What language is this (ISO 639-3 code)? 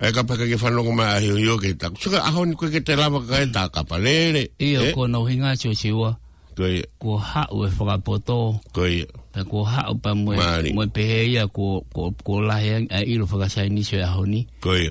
ton